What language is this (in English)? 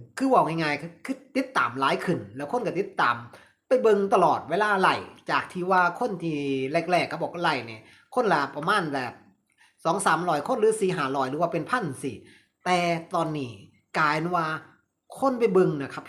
Northeastern Thai